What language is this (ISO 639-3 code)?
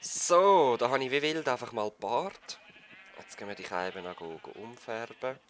gsw